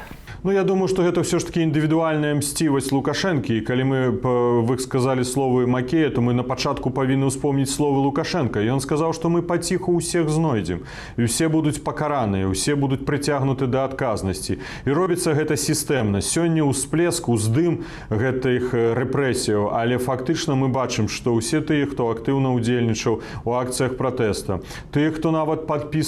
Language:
Belarusian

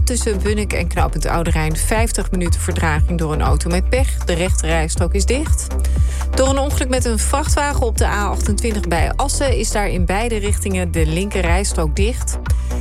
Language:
Dutch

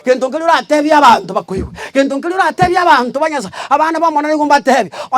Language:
Gusii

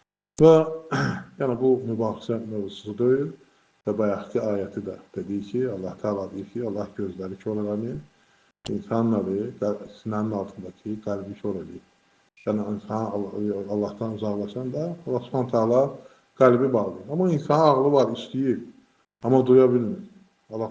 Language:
Azerbaijani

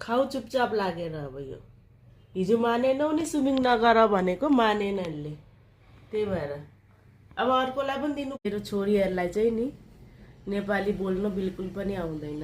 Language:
Nepali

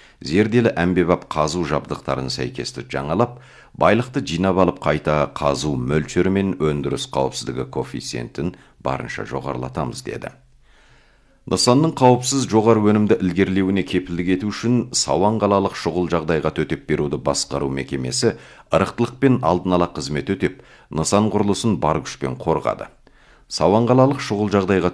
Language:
Kazakh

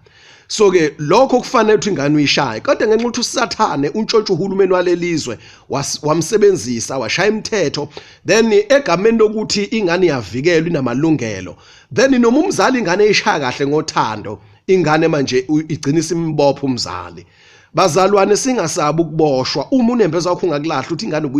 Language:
Zulu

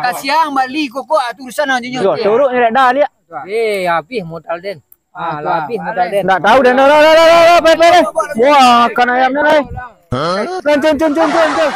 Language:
Minangkabau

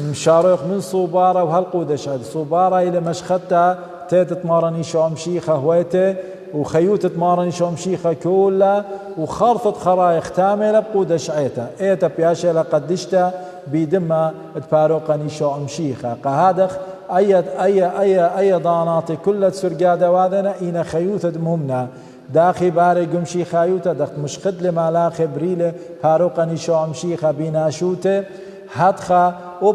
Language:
Assyrian Neo-Aramaic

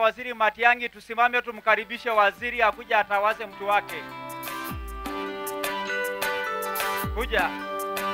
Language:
Swahili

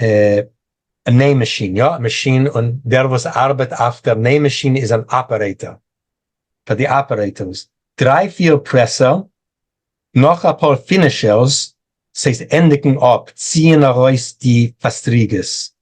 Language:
Yiddish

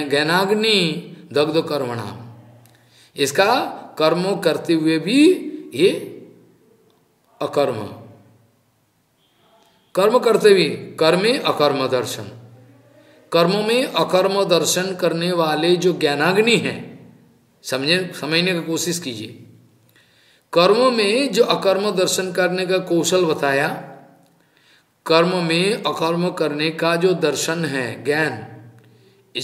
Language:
Hindi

